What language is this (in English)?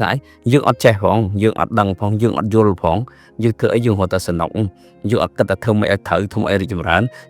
Khmer